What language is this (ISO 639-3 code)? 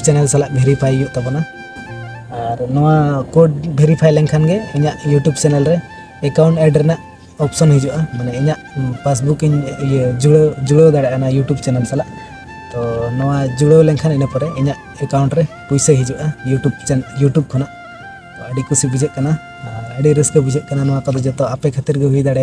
sat